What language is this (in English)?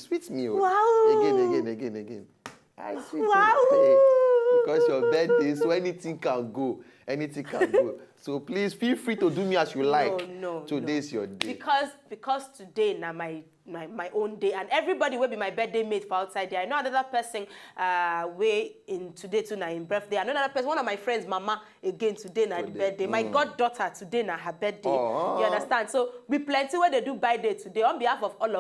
Nigerian Pidgin